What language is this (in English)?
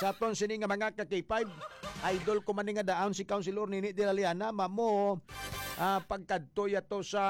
Hiligaynon